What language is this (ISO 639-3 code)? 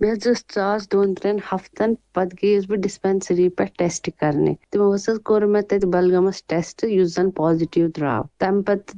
kas